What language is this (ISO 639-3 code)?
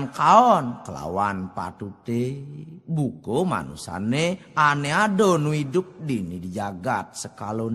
ban